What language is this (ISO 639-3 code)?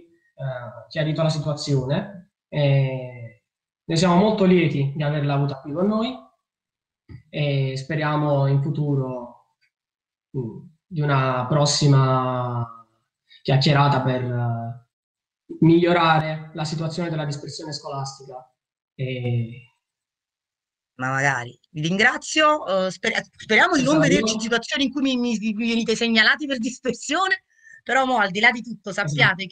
ita